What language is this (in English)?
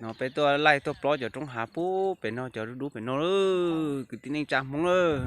Hmong